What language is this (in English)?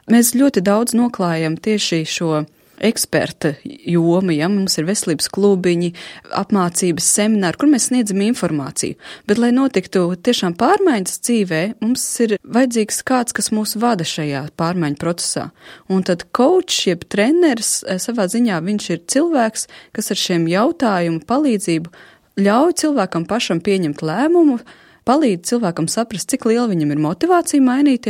Latvian